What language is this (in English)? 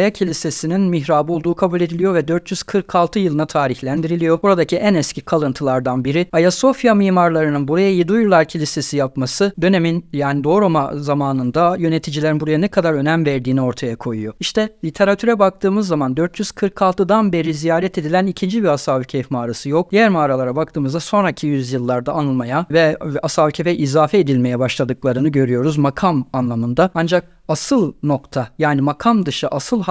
Turkish